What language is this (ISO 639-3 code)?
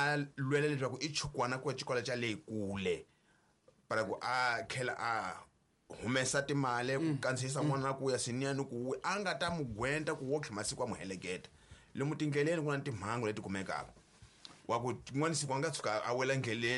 tso